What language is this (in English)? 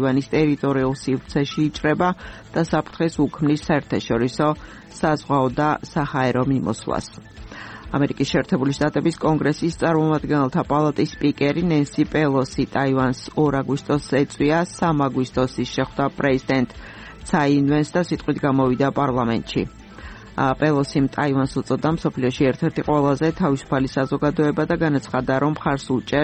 Georgian